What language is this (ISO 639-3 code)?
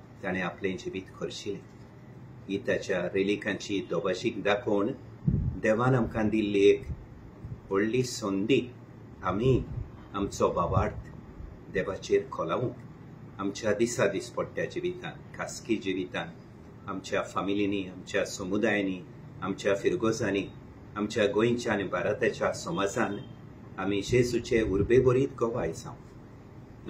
kok